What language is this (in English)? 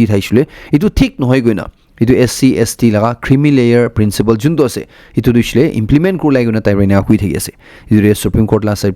Naga Pidgin